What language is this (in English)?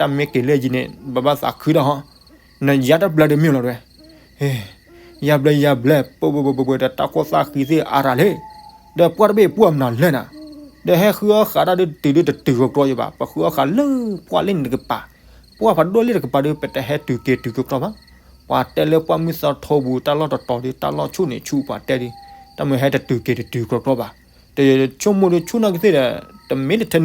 S'gaw Karen